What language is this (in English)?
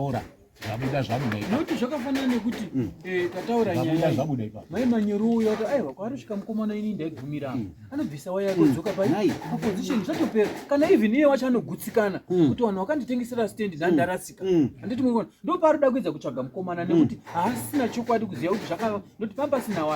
Shona